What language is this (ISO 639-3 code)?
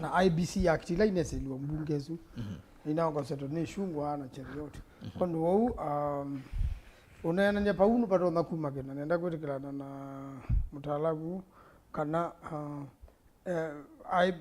kam